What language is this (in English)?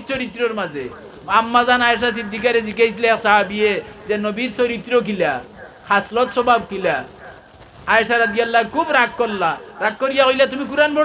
Sylheti